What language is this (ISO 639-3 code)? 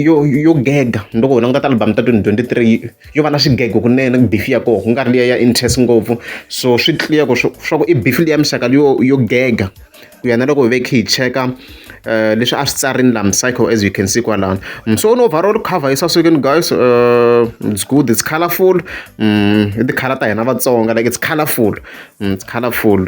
tso